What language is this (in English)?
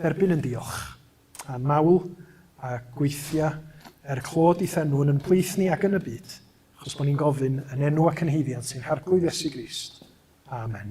Welsh